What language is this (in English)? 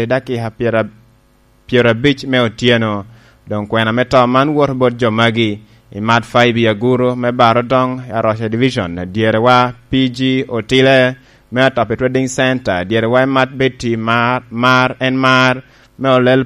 Lango (Uganda)